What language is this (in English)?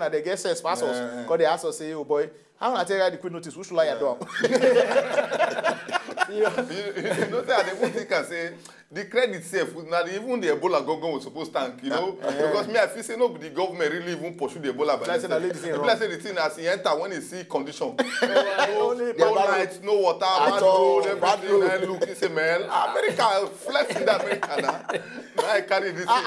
Nigerian Pidgin